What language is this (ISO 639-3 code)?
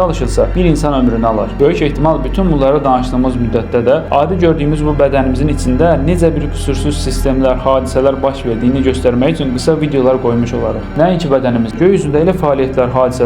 aze